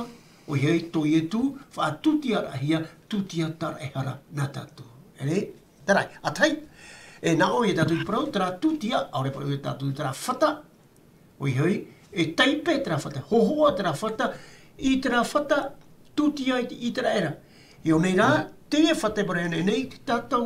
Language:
Tahitian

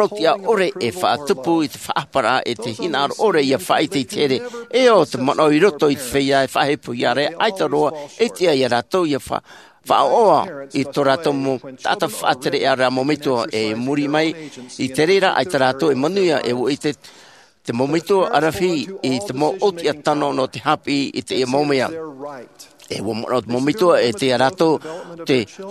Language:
Tahitian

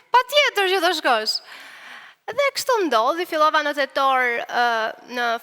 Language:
Albanian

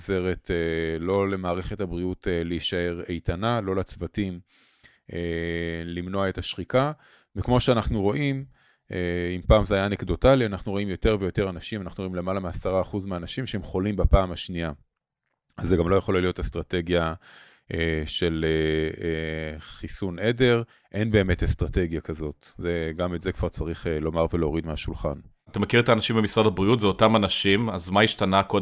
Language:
Hebrew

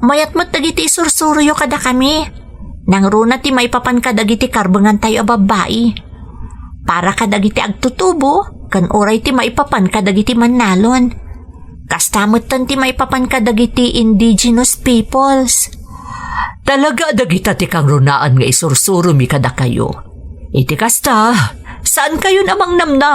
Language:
Iloko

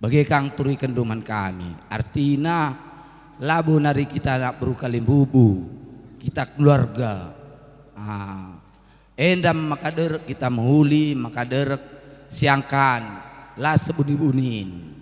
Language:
Batak Karo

